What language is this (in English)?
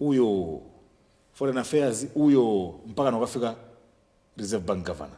Nyanja